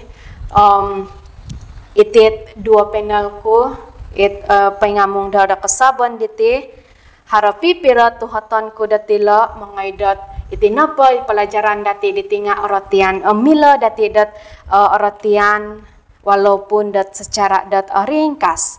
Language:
Central Dusun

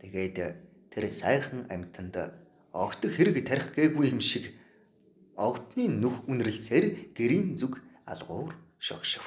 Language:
Mongolian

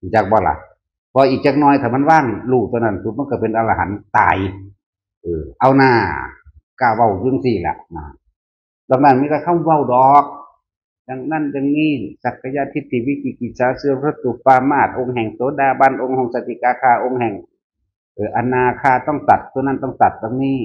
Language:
Northeastern Thai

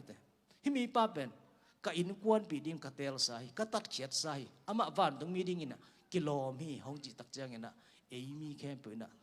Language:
Tedim Chin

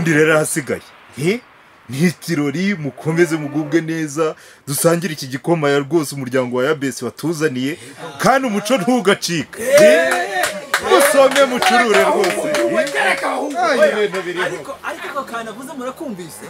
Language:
Kinyarwanda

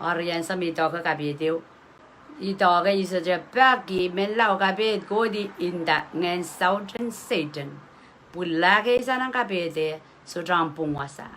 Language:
Pohnpeian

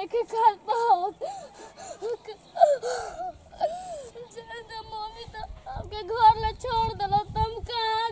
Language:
Bhojpuri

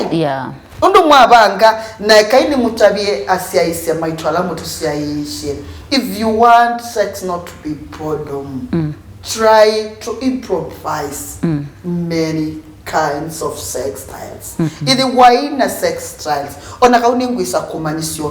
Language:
Kamba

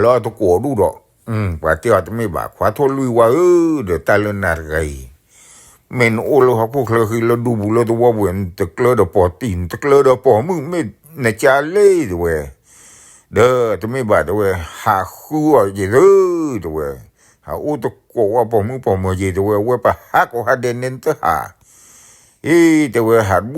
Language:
S'gaw Karen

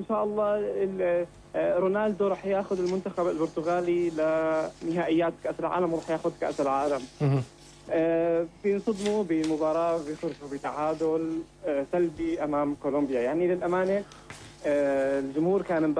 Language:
North Levantine Arabic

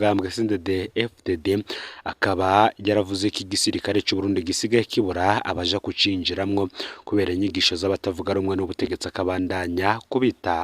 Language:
Rundi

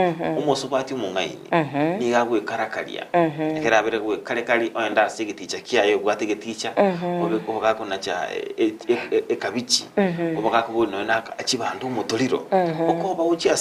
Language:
Gusii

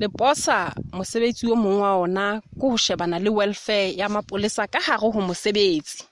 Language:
Southern Sotho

